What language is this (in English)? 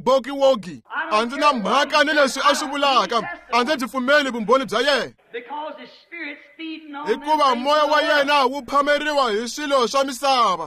Tsonga